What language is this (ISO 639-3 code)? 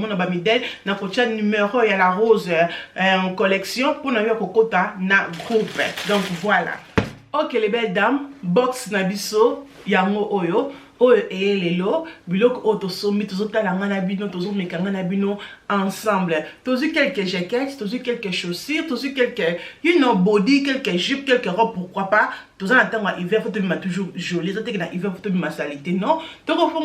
lin